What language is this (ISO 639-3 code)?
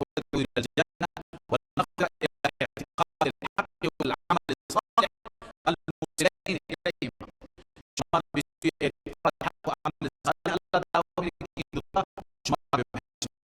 fas